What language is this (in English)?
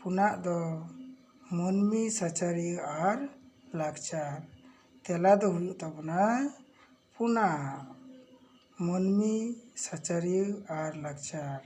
Santali